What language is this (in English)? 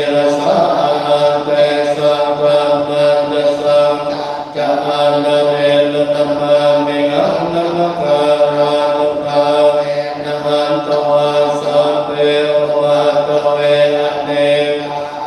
Pali